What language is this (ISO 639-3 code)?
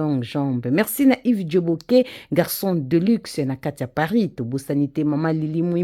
lin